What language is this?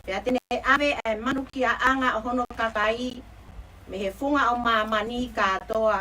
Tongan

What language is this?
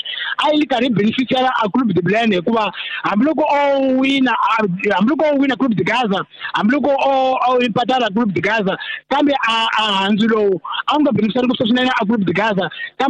Tsonga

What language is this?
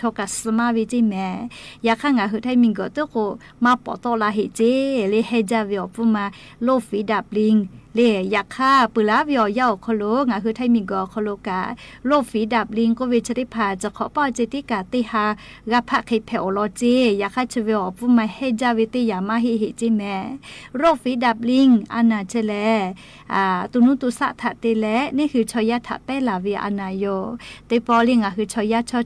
Lahu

